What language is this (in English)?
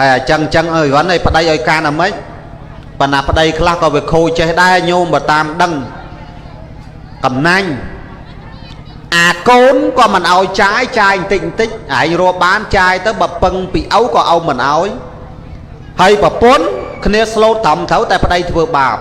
Khmer